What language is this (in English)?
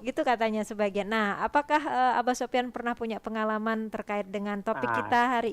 Banjar